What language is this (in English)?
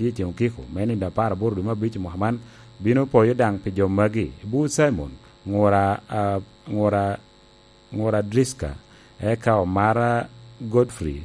Lango (Uganda)